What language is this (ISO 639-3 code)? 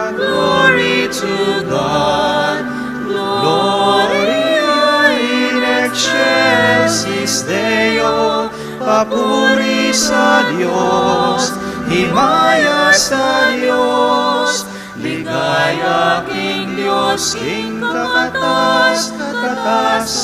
pam